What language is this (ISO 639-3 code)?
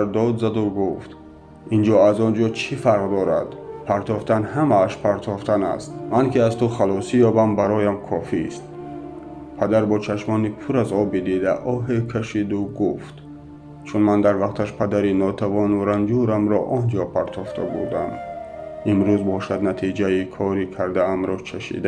tgk